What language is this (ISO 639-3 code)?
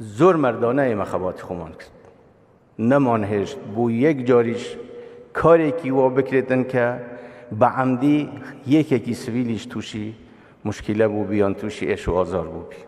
kur